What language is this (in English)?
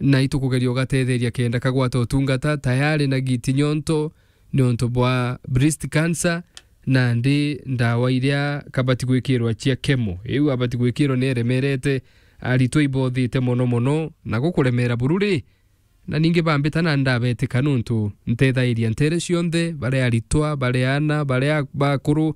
Meru